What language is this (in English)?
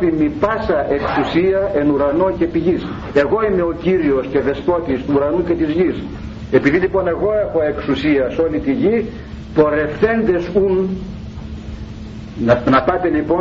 Greek